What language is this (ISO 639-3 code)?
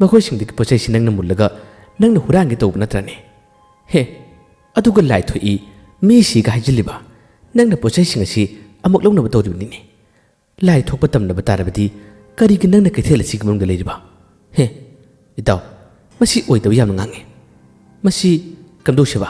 mni